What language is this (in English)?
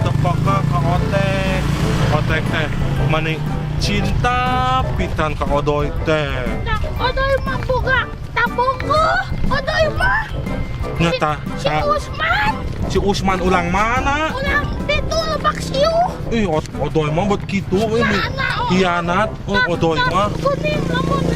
Sundanese